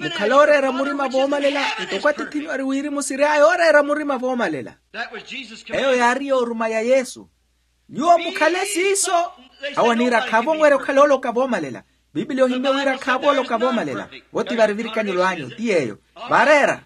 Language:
Makhuwa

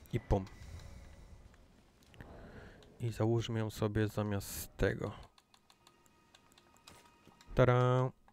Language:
Polish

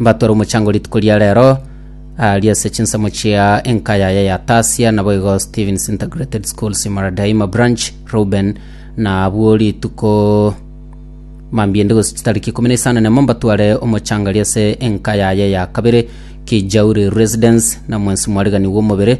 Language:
Gusii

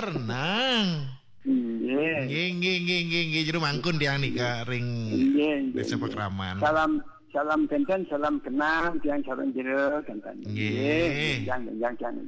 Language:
Balinese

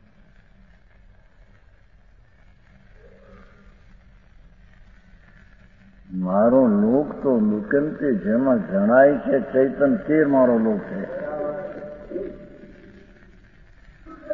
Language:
Gujarati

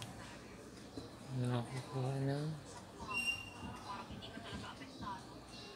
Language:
Filipino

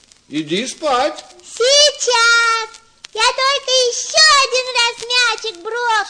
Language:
Russian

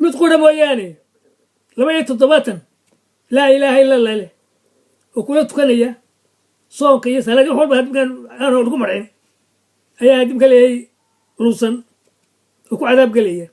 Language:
Somali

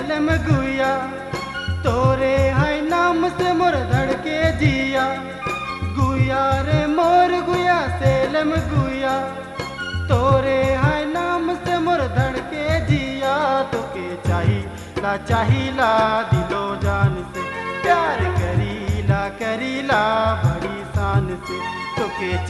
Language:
Sadri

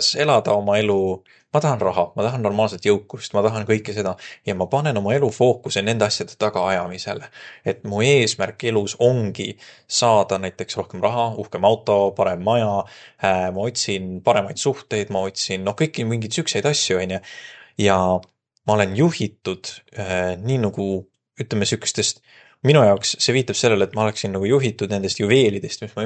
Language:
Estonian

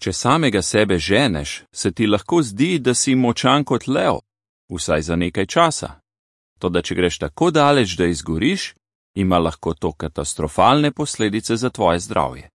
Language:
Slovenian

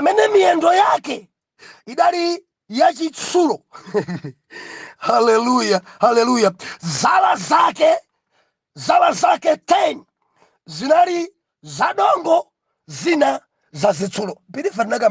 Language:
Nyanja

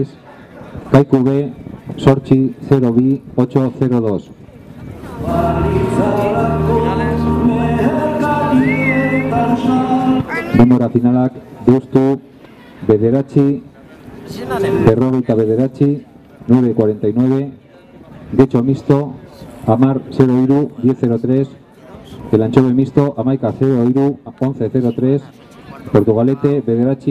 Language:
Basque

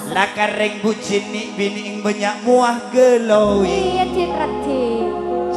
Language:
Madurese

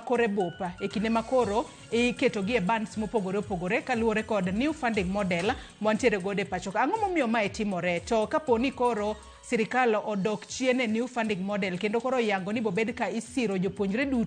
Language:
Luo (Kenya and Tanzania)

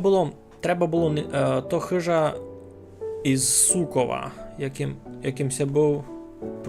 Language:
Rusyn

